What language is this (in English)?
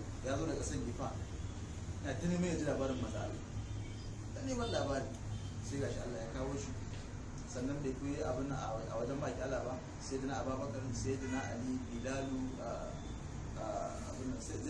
Hausa